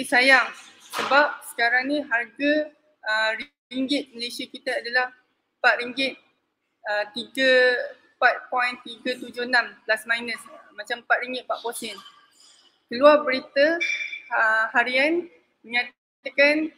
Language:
Malay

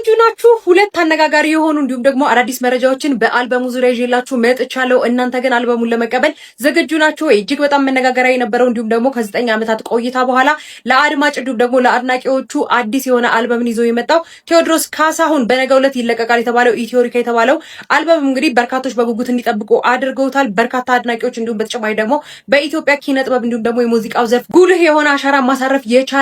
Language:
Amharic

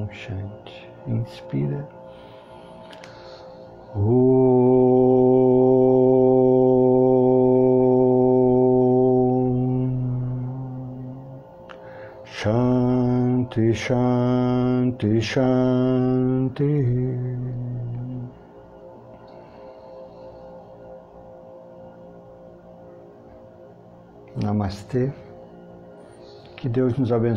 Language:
Portuguese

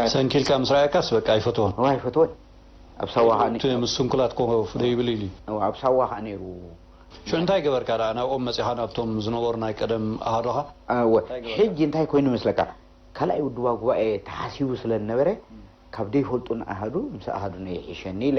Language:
Tigrinya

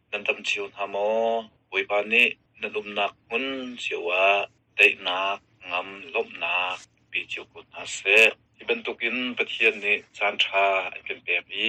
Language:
Hakha Chin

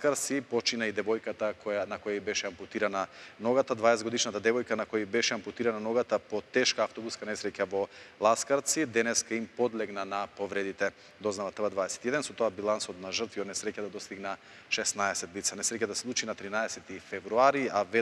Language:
Macedonian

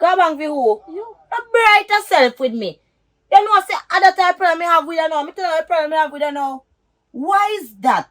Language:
Jamaican Creole English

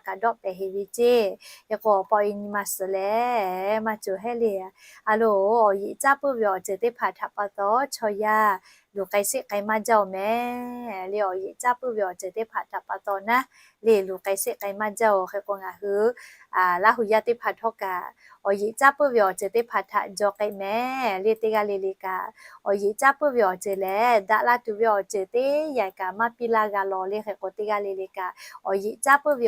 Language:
Lahu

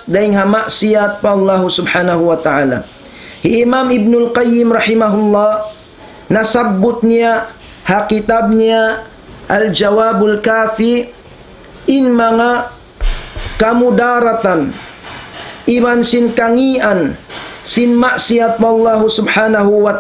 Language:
Tausug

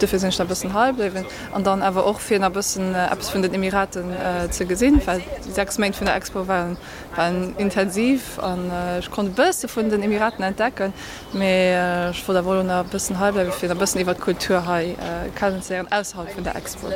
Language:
Luxembourgish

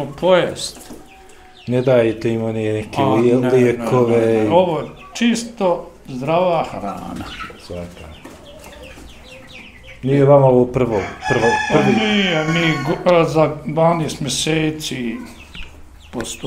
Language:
Bosnian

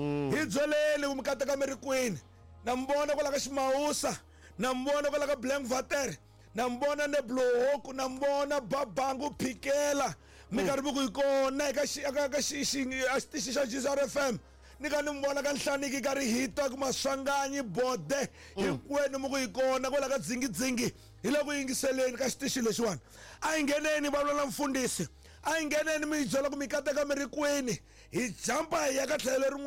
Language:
Tsonga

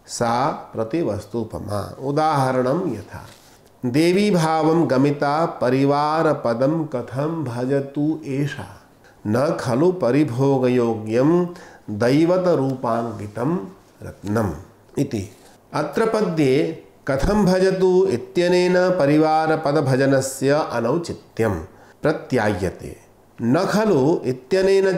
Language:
Sanskrit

